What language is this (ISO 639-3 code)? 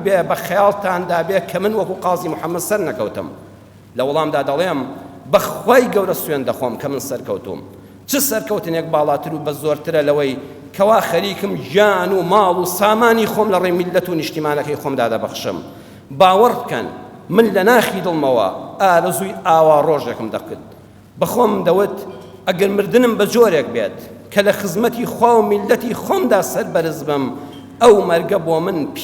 ckb